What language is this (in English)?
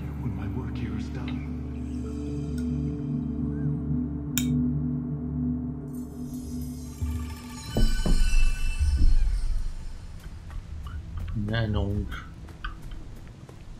German